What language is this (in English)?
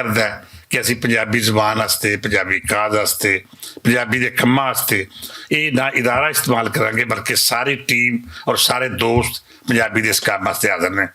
Western Panjabi